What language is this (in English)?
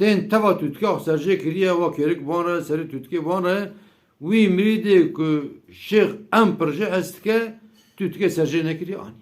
Kurdish